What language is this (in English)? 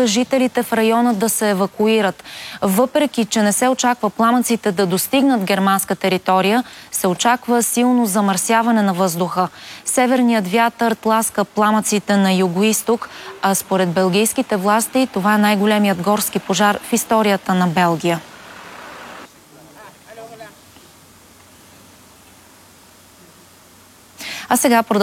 Bulgarian